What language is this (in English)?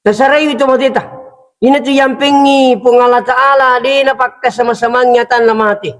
Buginese